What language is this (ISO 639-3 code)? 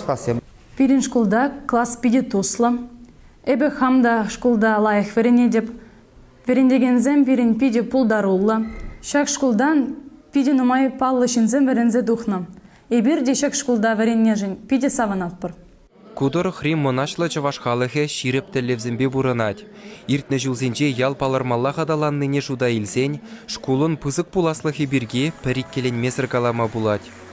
chv